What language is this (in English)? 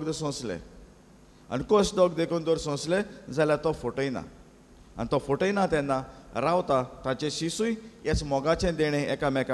Konkani